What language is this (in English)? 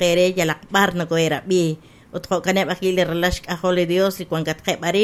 Kekchí